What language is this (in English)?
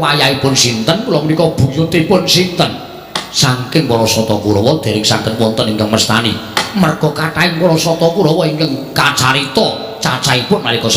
Javanese